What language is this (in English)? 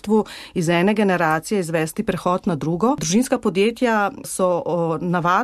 Slovenian